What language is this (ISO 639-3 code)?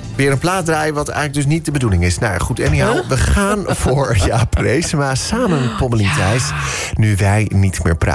nld